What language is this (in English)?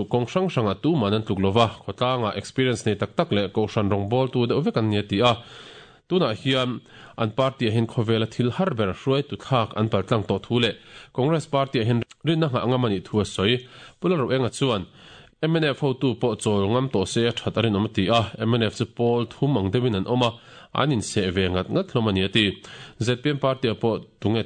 Mizo